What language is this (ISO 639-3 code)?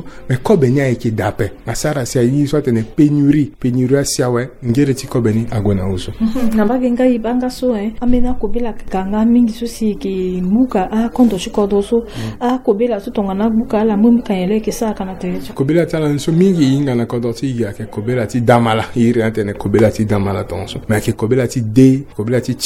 sag